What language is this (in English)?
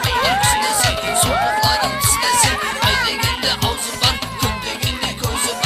Kara-Kalpak